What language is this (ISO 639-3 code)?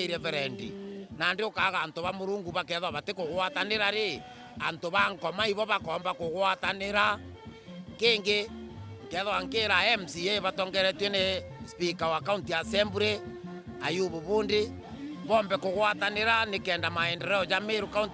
mer